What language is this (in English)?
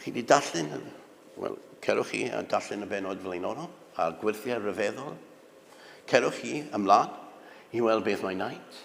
Welsh